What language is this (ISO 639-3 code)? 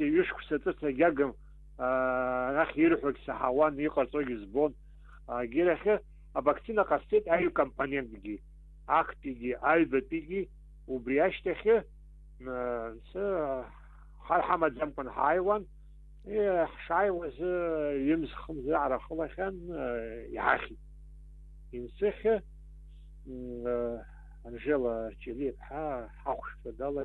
abk